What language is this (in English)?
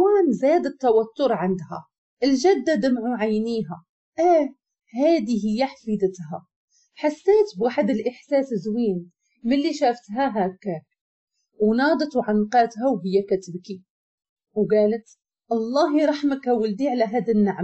Moroccan Arabic